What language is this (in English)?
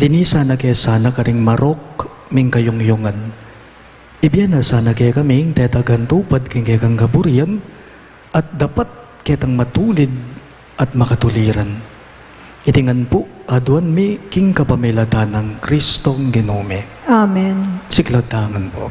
Pampanga